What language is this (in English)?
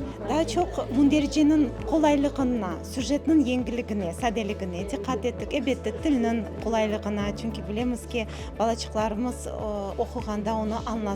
Crimean Tatar